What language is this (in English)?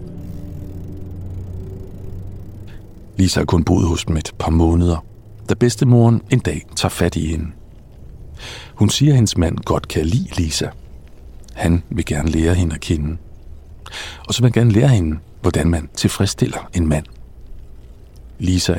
Danish